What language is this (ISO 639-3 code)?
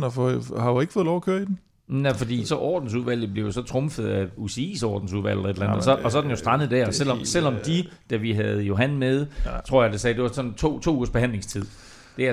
dan